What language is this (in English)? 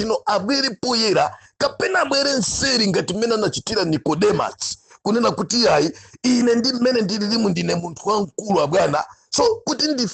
Nyanja